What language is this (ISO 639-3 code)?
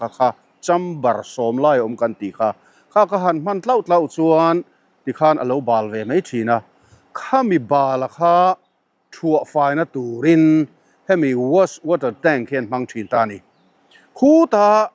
lus